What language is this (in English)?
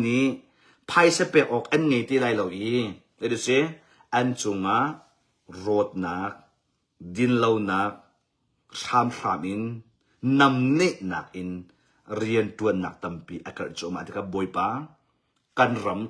Hakha Chin